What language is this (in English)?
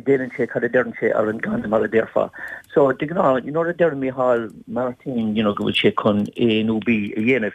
Irish